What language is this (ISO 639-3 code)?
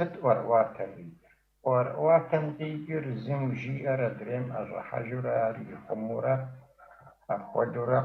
kbd